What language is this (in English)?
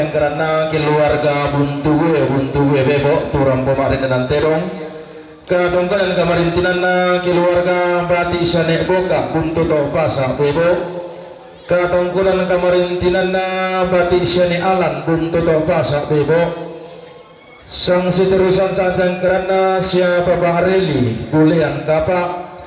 Toraja-Sa'dan